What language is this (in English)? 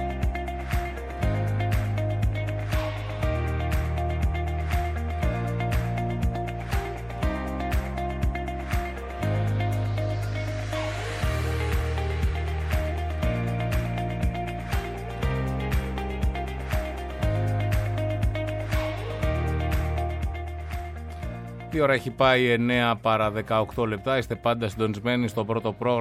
Greek